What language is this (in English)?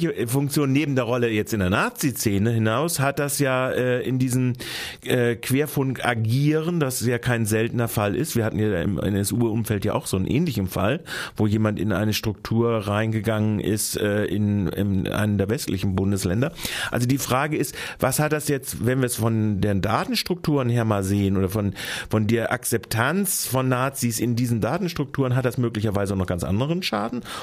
German